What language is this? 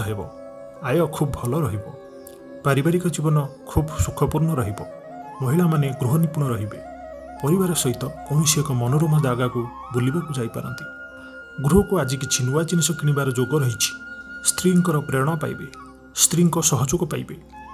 Odia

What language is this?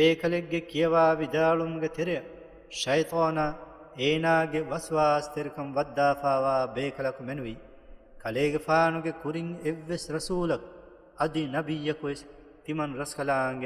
Divehi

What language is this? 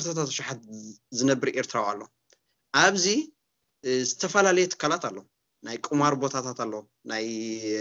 Tigrinya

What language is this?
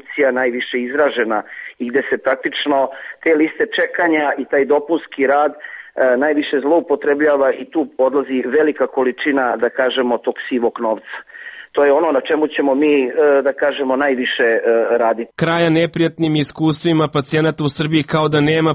Serbian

